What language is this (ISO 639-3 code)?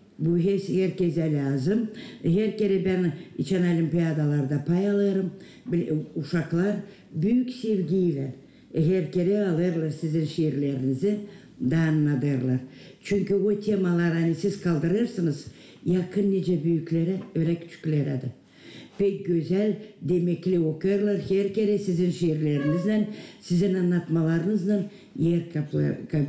gag